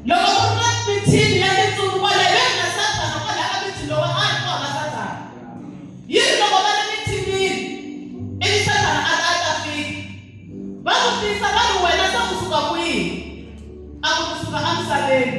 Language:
Tsonga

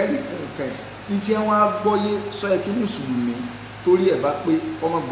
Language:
Yoruba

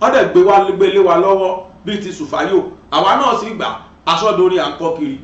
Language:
Yoruba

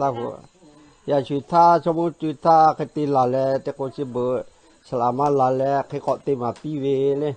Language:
Lahu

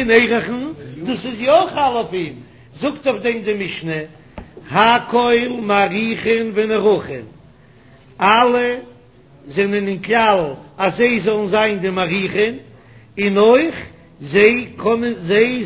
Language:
Yiddish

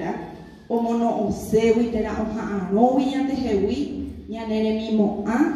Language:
Guarani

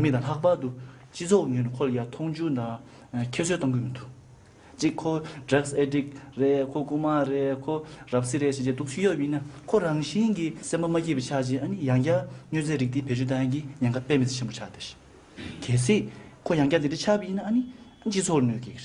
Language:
Tibetan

